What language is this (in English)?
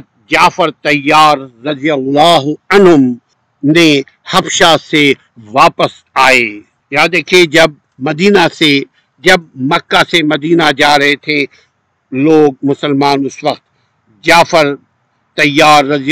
Urdu